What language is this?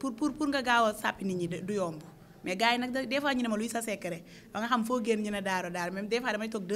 Wolof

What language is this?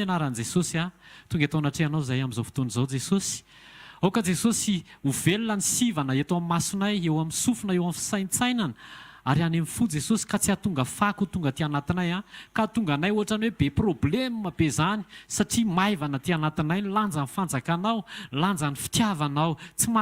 Malagasy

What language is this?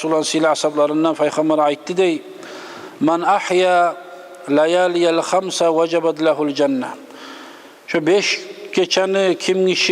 Kumyk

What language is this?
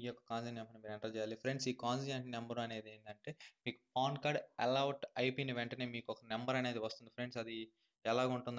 Telugu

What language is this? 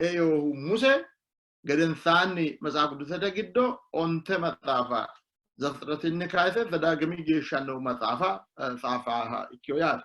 Sidamo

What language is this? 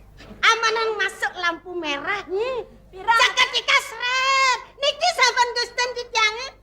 Balinese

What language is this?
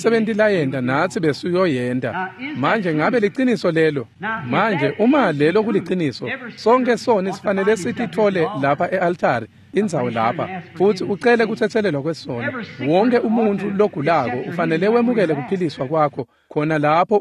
Swati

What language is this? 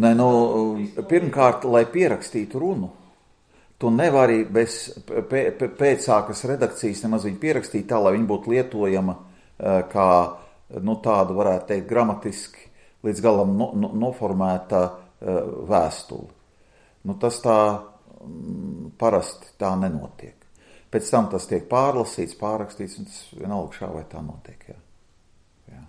Latvian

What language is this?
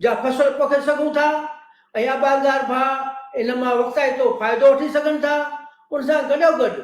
Sindhi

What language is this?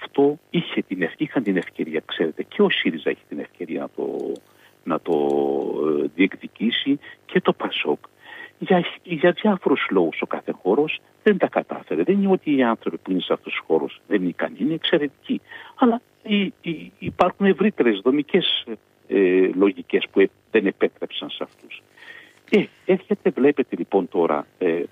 Greek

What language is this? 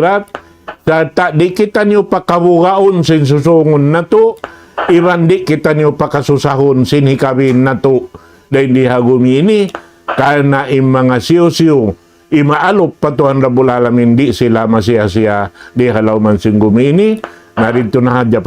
Tausug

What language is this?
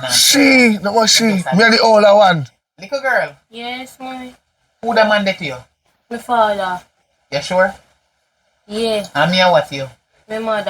Jamaican Creole English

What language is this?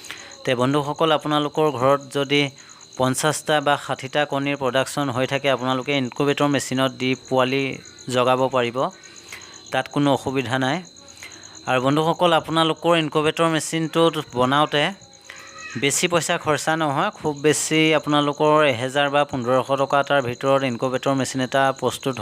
Assamese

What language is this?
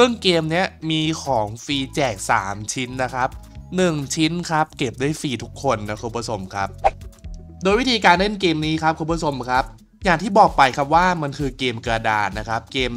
Thai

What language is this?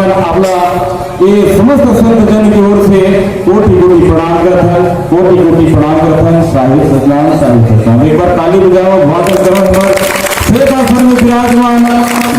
Chhattisgarhi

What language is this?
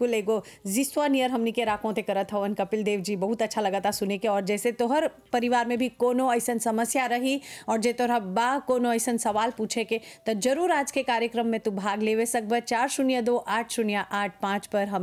Bhojpuri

